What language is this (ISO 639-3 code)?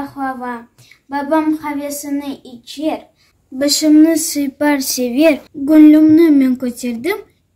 crh